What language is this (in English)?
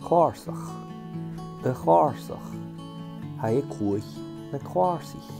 Scottish Gaelic